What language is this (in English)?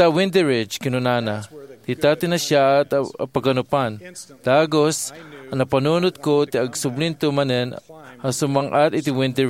Iloko